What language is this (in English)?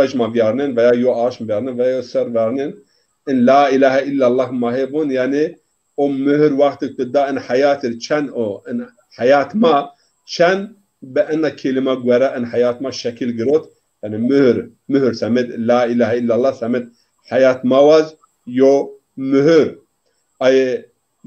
Zaza